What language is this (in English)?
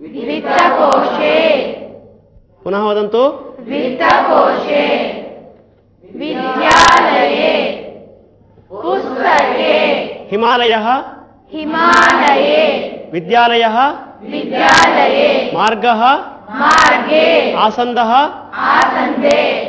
Sanskrit